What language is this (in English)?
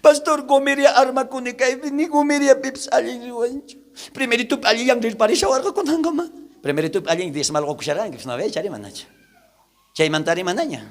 South Bolivian Quechua